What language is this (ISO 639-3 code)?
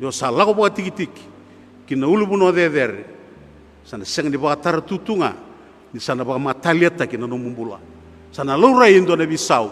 fij